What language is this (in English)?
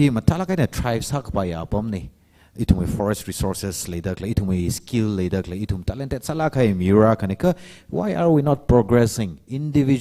Tangkhul Naga (India)